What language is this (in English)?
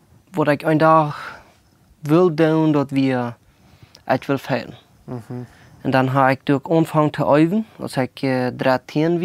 Plautdietsch